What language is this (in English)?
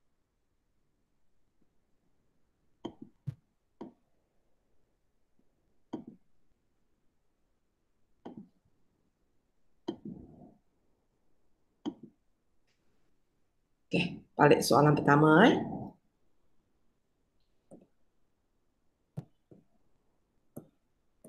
Malay